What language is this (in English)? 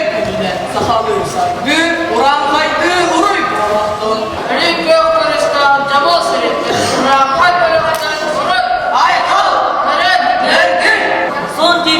Yakut